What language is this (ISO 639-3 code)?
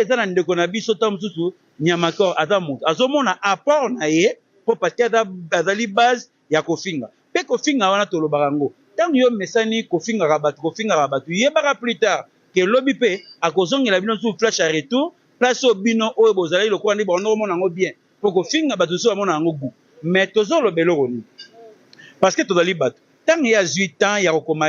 lin